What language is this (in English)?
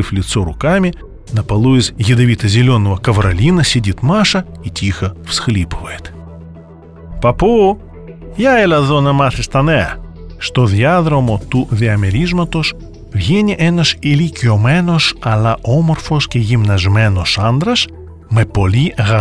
Greek